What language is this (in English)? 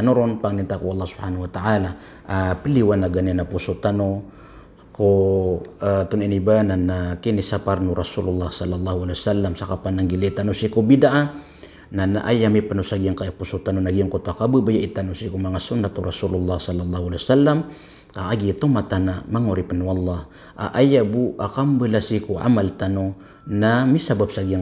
Maranao